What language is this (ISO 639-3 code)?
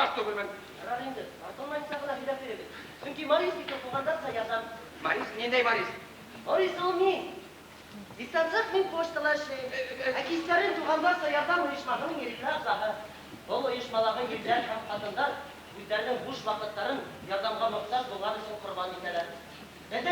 bak